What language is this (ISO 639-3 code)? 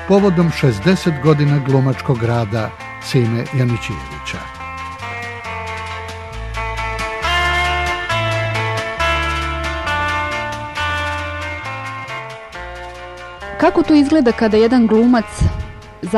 srp